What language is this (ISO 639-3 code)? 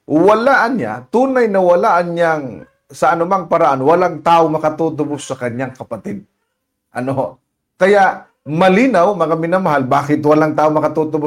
fil